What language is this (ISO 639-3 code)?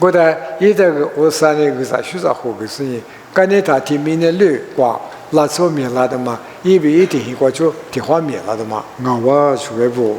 lis